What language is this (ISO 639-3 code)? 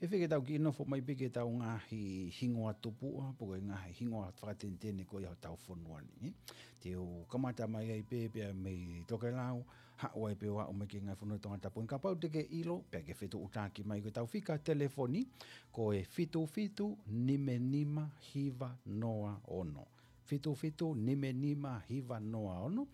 ton